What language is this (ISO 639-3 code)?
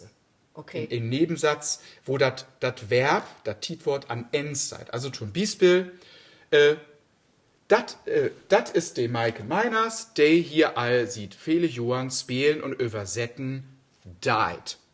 nds